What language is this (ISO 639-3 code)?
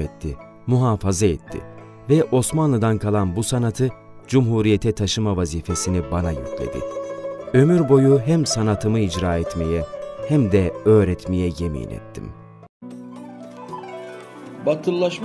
tur